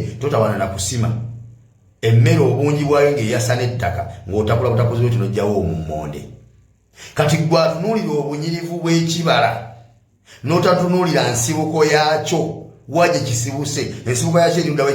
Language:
Ganda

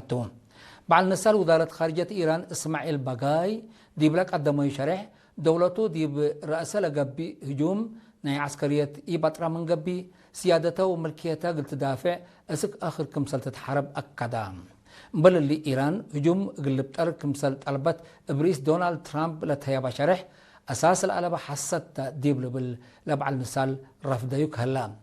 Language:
Tigre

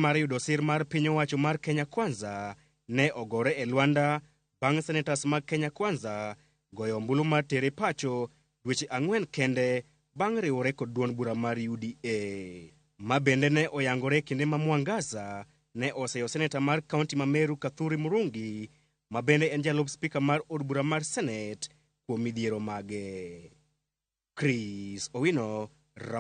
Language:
Luo (Kenya and Tanzania)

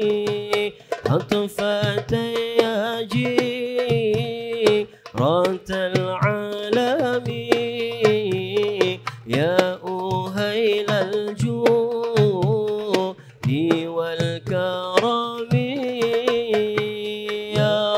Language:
Malay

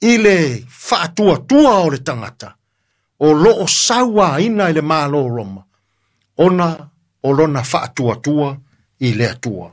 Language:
Samoan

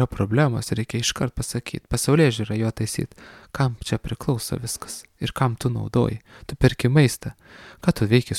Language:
Lithuanian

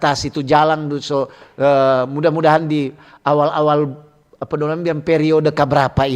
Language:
Manado Malay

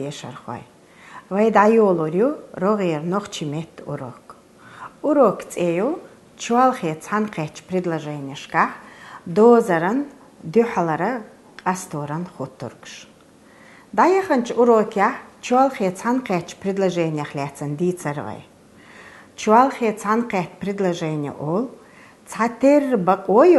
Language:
Chechen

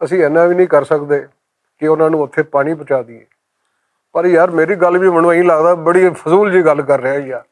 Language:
Western Panjabi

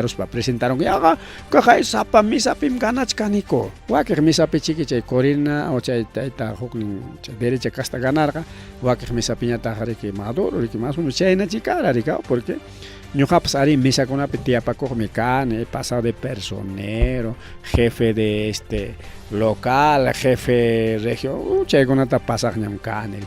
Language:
Ayacucho Quechua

